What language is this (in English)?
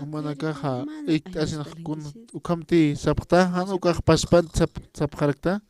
Aymara